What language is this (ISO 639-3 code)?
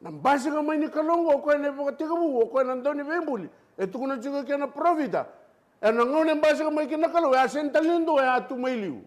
fij